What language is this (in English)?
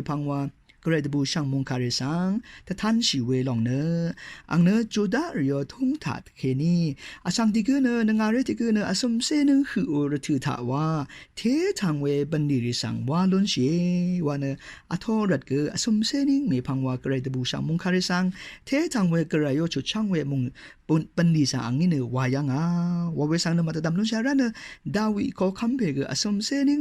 Rawang